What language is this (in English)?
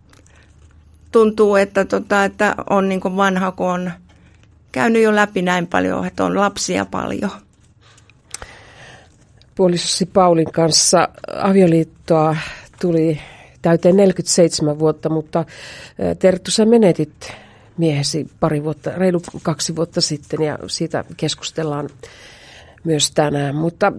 Finnish